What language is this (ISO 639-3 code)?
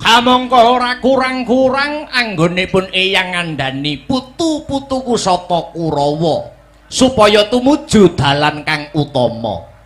jav